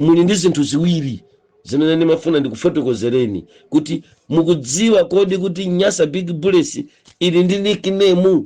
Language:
Nyanja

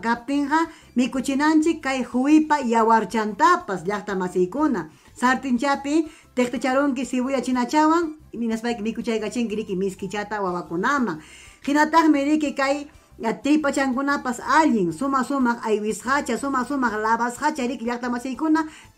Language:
Ayacucho Quechua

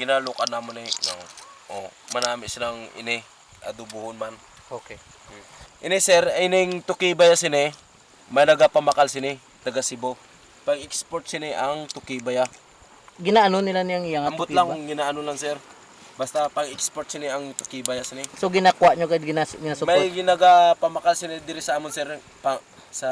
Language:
Hiligaynon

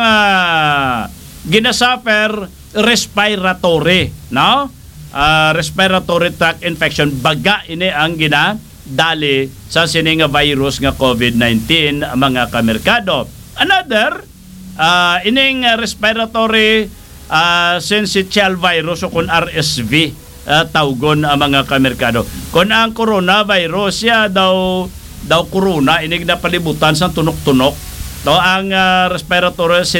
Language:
Hiligaynon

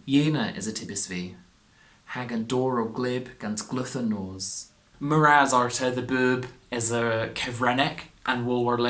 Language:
Cornish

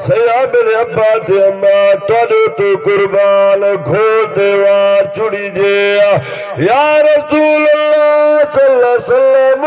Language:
Saraiki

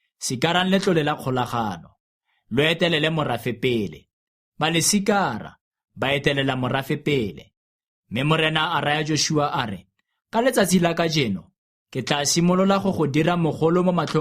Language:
Tswana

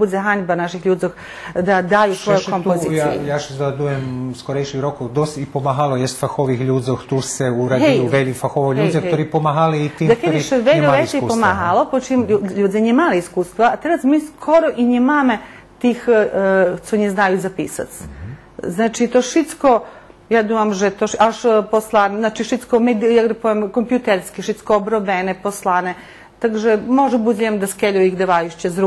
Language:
Rusyn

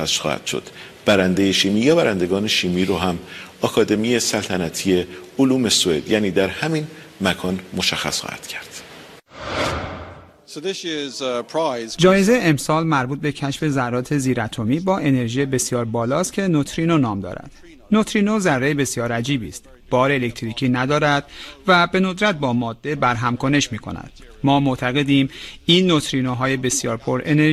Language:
Persian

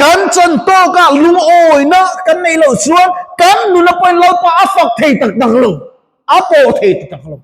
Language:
Mizo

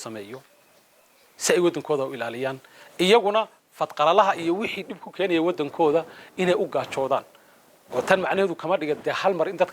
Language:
Somali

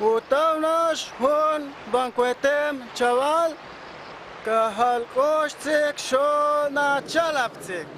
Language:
Huastec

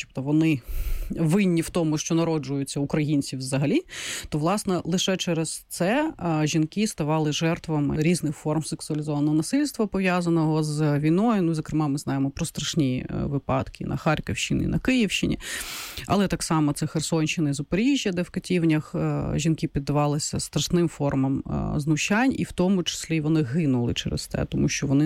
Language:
Ukrainian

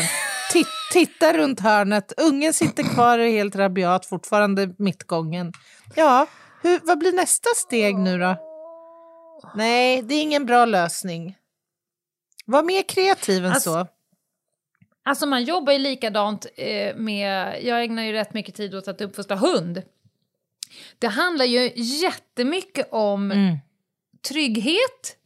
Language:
Swedish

